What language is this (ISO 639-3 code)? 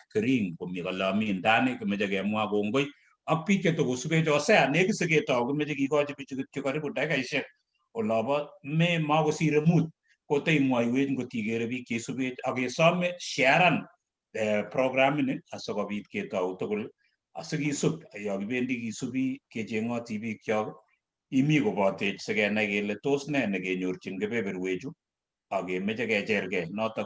kln